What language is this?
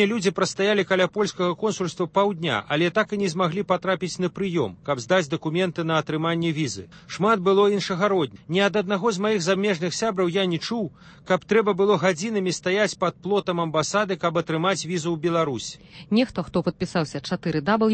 Belarusian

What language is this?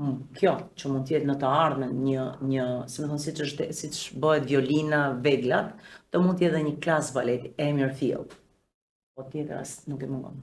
Albanian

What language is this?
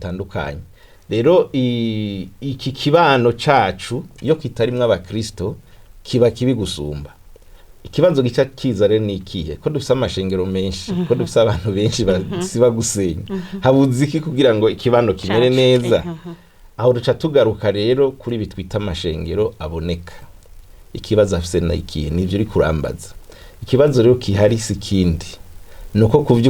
Rundi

